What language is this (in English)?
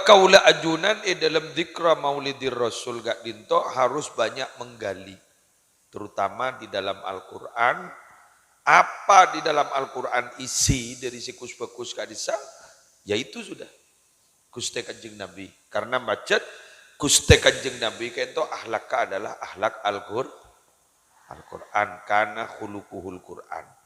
Madurese